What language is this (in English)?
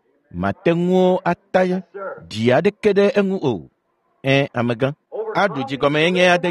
Ewe